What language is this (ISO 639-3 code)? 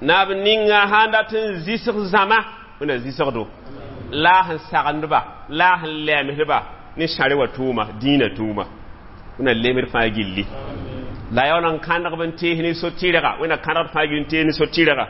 mos